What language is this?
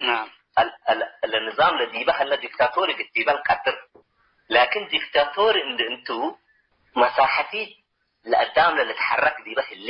Tigre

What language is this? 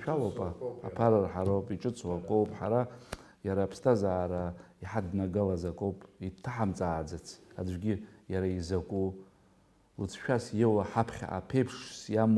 Abkhazian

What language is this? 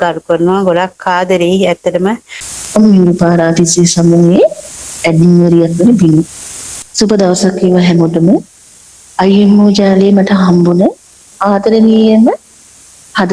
Sinhala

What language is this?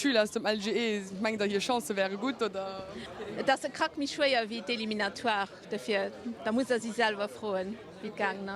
Luxembourgish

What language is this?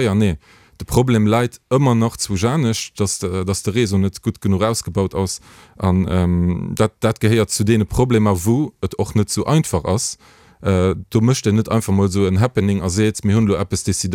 Luxembourgish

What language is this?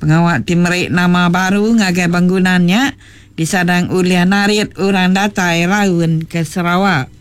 Iban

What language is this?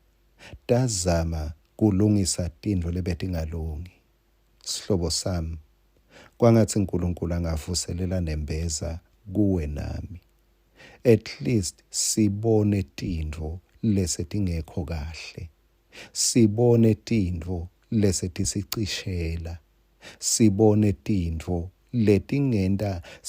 Swati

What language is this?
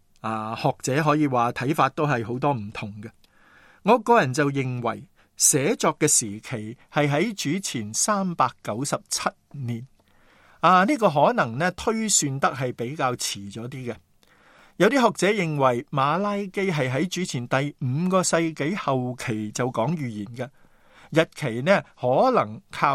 Cantonese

